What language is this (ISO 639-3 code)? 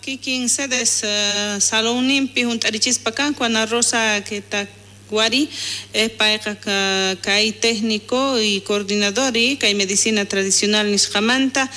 quh